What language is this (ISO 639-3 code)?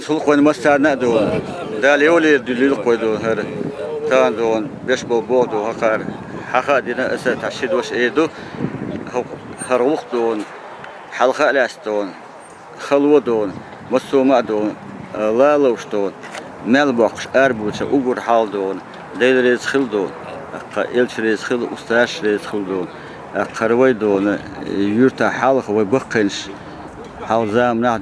che